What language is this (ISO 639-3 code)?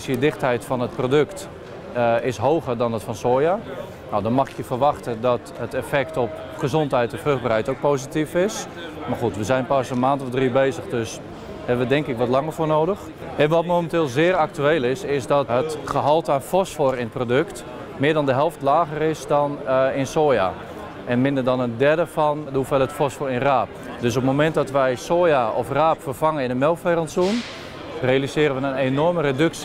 nld